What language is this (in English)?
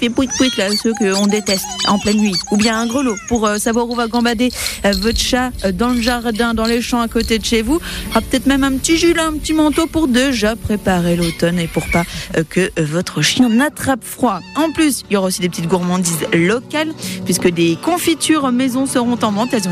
French